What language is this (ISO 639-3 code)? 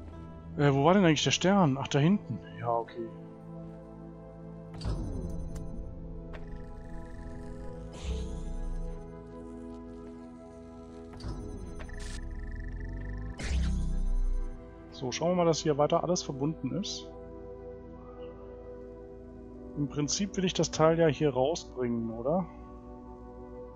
deu